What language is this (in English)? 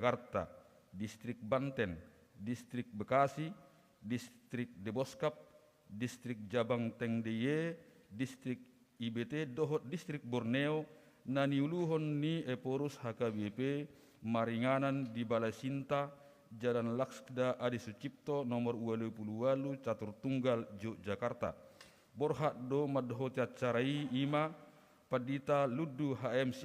Batak Toba